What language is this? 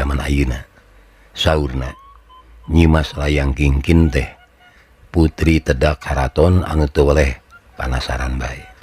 Sundanese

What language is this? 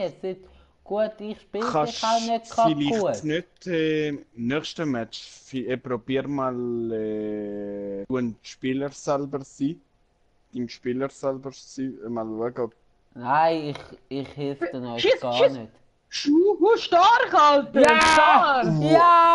Swiss German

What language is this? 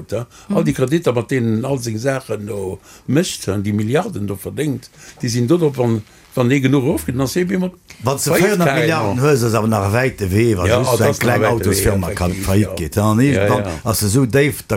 Luxembourgish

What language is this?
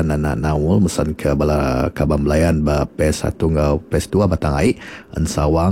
Iban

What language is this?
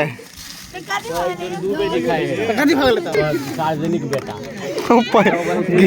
Maithili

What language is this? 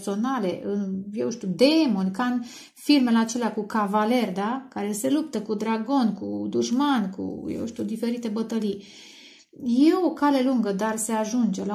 Romanian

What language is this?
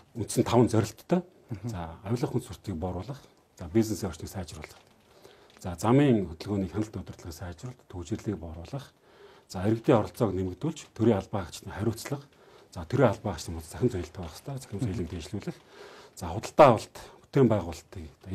Mongolian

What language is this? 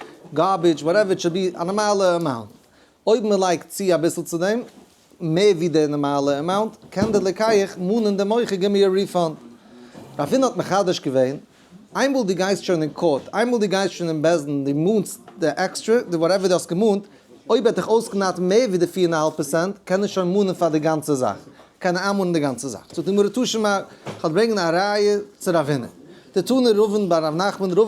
Yiddish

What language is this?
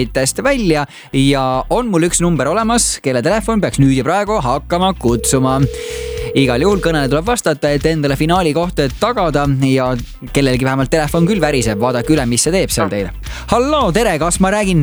Estonian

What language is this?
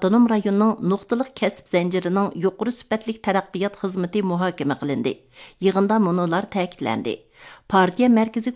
Uyghur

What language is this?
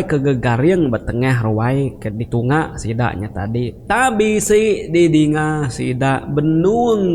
Iban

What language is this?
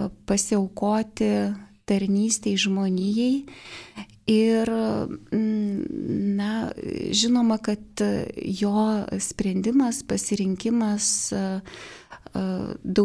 Lithuanian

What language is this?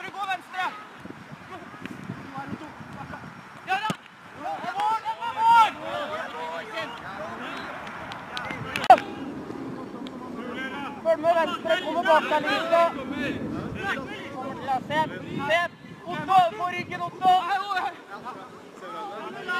Norwegian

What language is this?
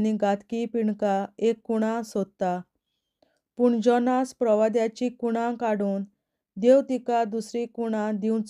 Konkani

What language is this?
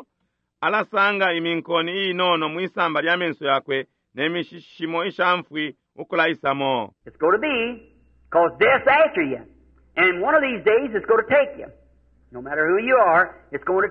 Bemba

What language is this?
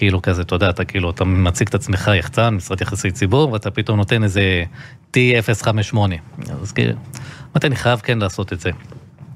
Hebrew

